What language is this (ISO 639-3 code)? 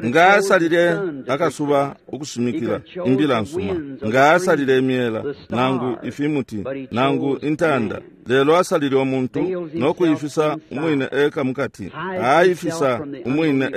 bem